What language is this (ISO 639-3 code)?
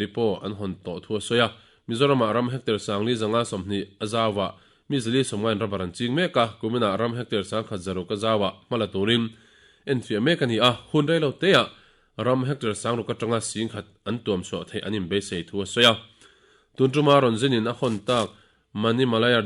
lus